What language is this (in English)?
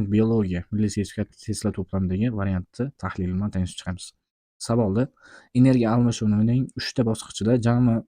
Uzbek